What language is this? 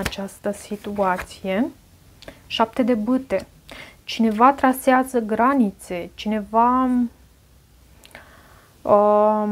Romanian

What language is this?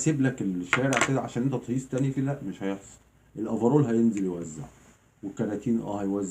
Egyptian Arabic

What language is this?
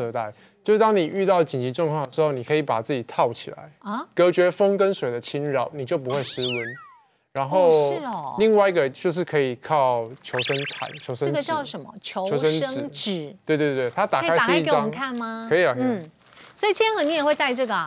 Chinese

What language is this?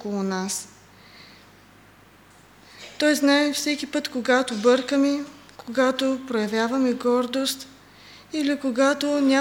Bulgarian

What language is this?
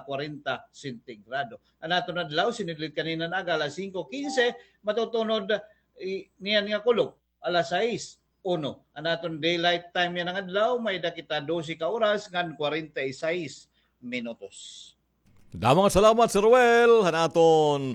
Waray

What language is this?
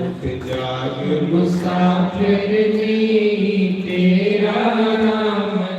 Dogri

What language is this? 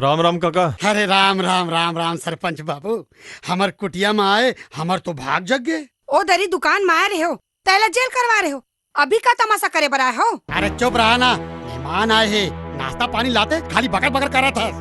Chhattisgarhi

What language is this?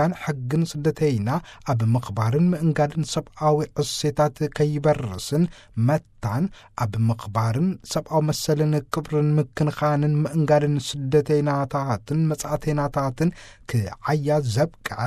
Tigrinya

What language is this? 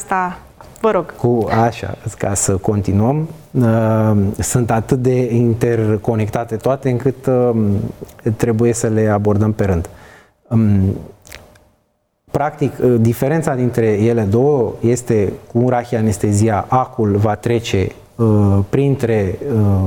Romanian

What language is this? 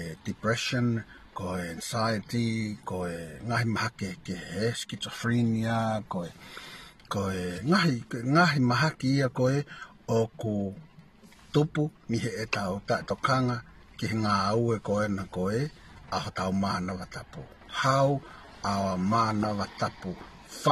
Tongan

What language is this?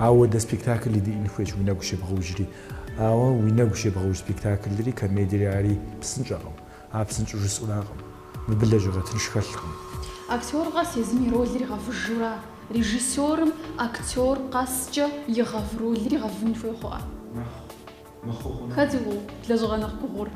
Kabardian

